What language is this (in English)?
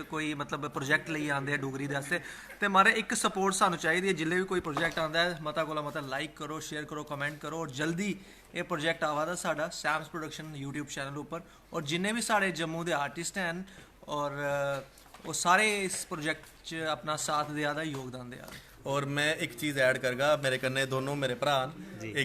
Dogri